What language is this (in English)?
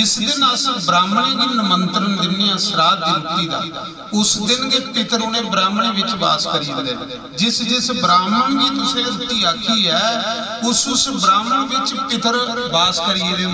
Dogri